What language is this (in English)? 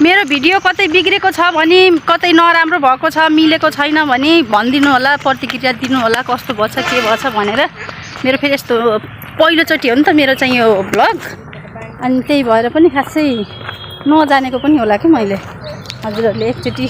Nepali